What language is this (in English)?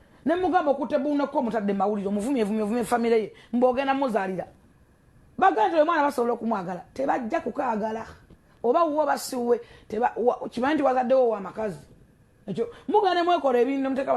Ganda